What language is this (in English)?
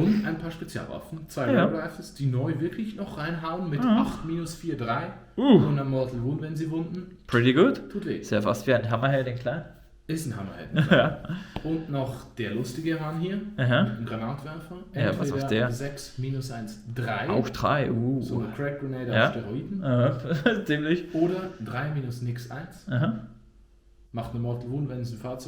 Swiss German